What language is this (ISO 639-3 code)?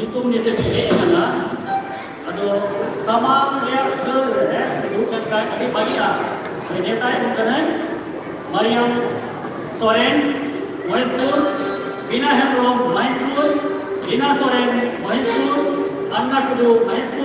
sat